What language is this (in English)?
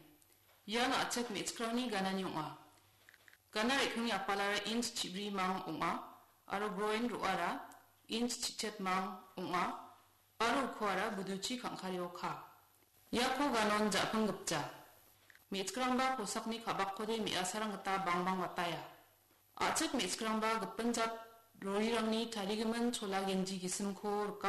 Garo